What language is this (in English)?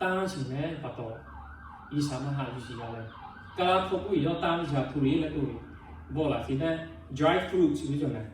Lahu